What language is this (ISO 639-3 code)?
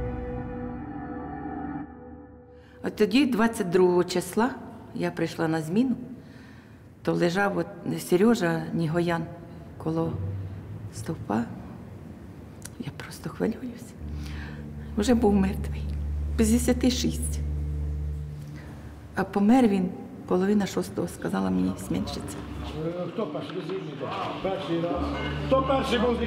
ukr